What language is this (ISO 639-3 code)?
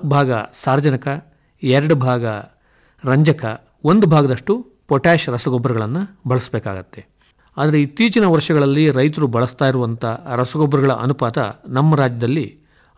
kan